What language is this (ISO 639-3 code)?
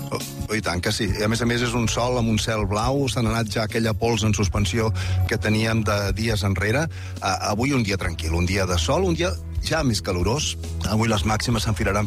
cat